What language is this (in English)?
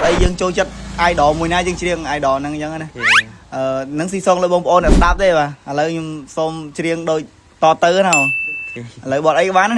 Khmer